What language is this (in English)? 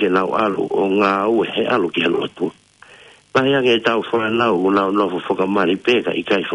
Tongan